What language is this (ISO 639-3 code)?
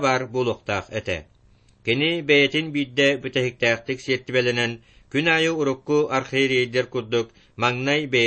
sah